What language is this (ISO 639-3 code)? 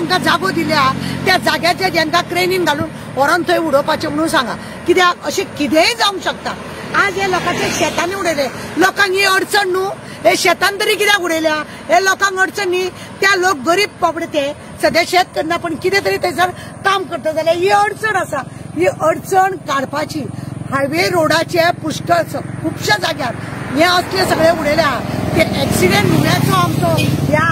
kok